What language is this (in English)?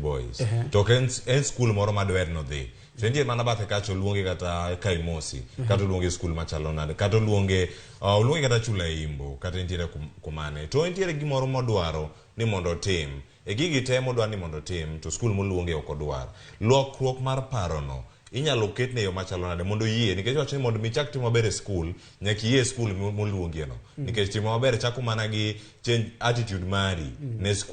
Luo (Kenya and Tanzania)